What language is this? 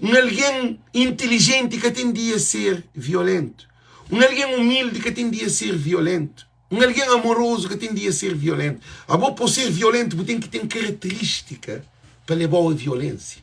Kabuverdianu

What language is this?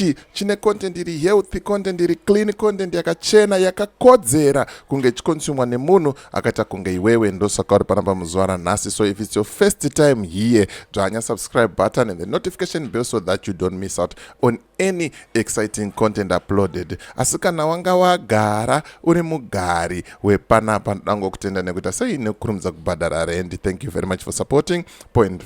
Shona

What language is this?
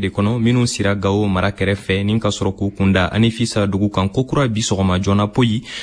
Bambara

